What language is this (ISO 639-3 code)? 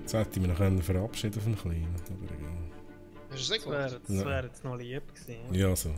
gsw